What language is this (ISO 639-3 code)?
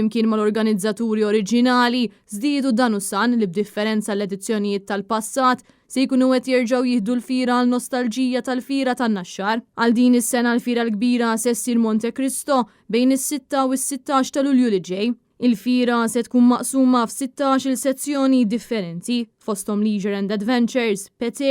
mlt